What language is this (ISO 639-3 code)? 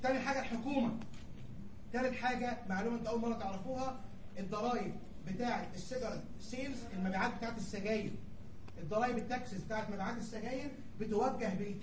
arz